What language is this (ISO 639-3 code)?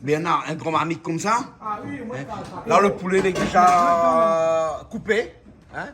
rcf